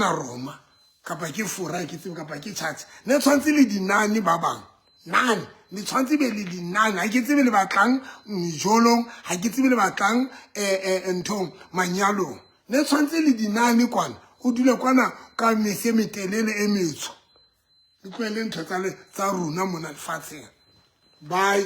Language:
Southern Sotho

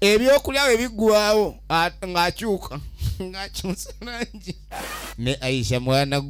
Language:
Ganda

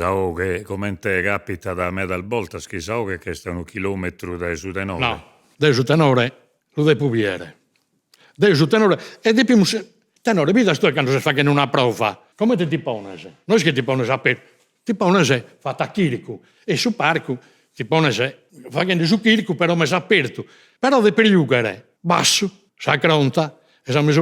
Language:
Sardinian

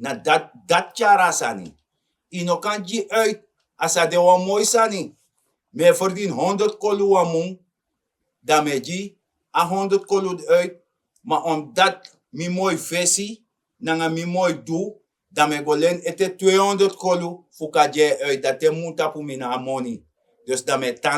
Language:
Sranan Tongo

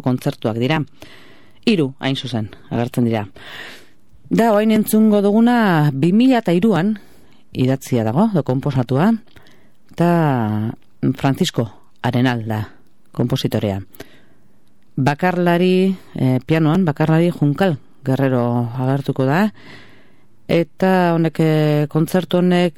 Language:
Basque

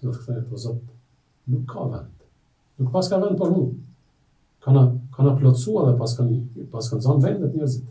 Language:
Albanian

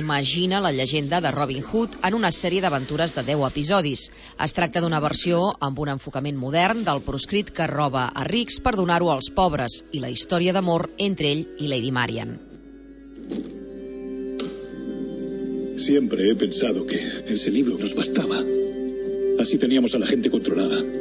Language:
Catalan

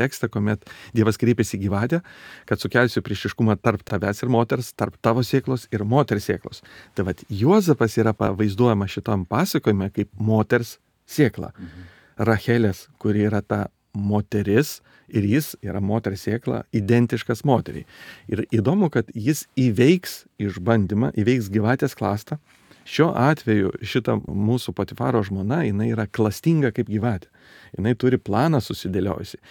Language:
Lithuanian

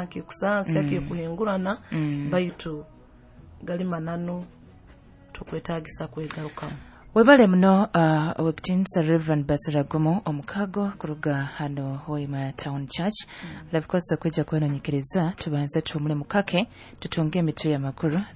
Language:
Nyoro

